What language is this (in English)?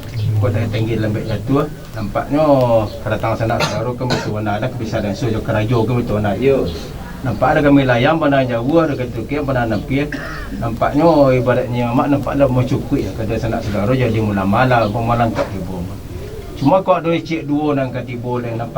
Minangkabau